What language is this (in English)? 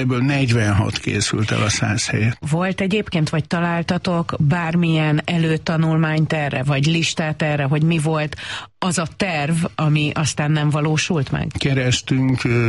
Hungarian